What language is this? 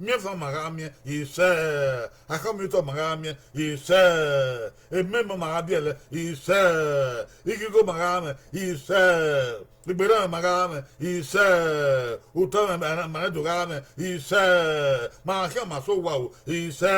Bini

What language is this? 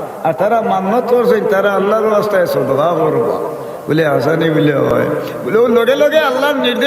Sylheti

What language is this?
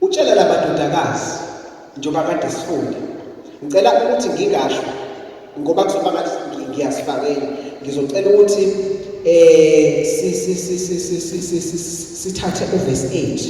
Zulu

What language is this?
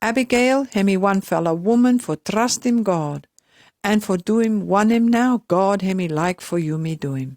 Pijin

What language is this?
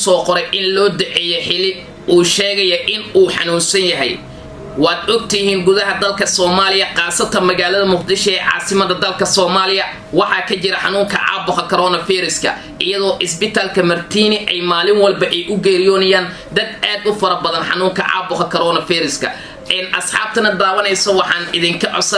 Somali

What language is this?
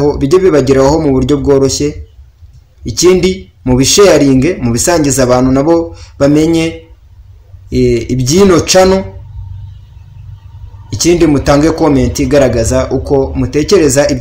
Kinyarwanda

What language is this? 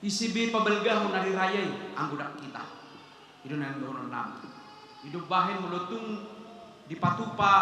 Batak Toba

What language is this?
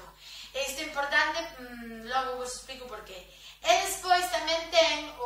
Galician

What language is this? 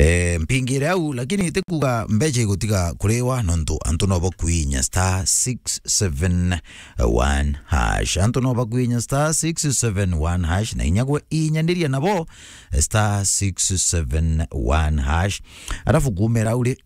Meru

